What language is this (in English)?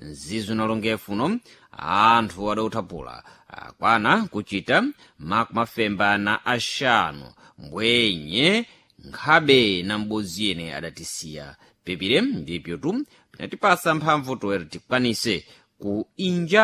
Sena